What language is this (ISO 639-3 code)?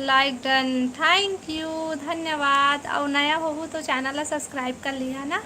hne